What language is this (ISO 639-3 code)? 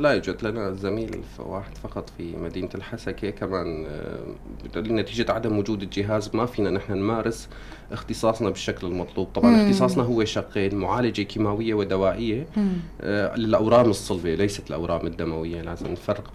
apc